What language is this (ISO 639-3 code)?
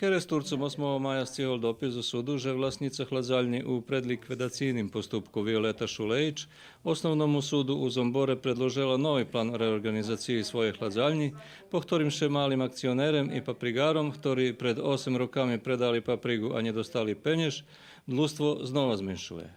rue